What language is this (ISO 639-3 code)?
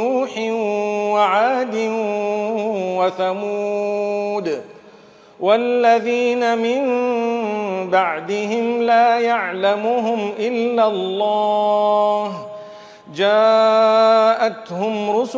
ara